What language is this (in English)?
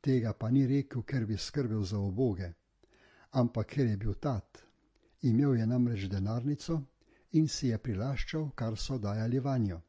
Slovenian